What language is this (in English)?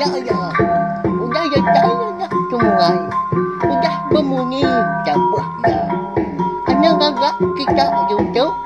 Iban